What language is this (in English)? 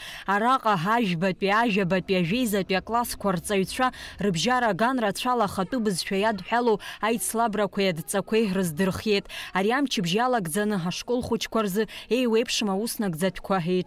Abkhazian